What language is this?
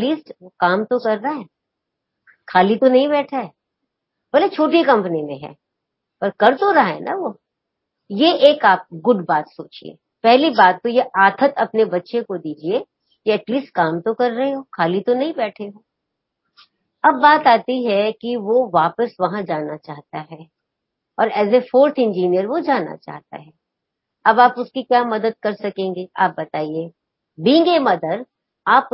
Hindi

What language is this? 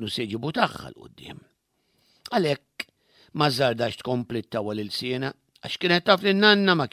Maltese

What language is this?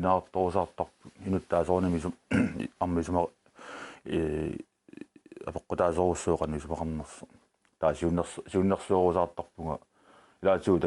Kalaallisut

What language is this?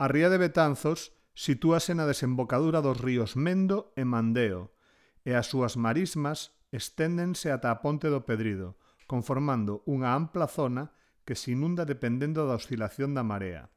Galician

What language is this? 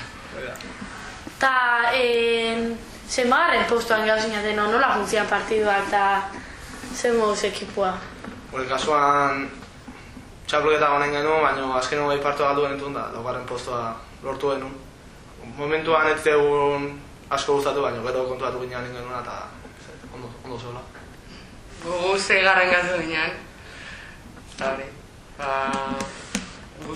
Basque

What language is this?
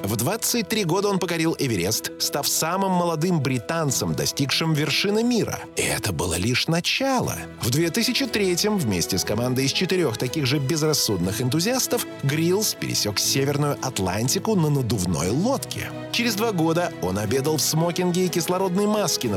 Russian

